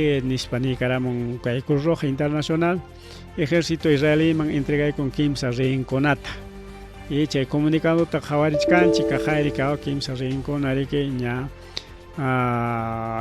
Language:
Ayacucho Quechua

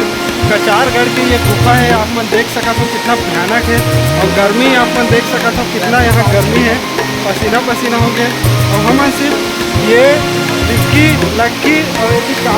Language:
Chhattisgarhi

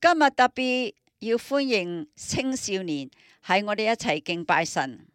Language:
Cantonese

